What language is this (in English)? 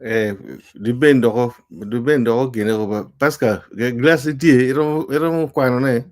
Acoli